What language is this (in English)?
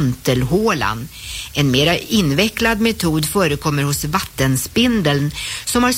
Swedish